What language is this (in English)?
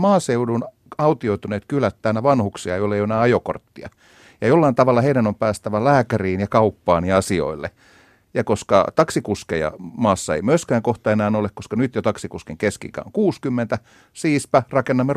Finnish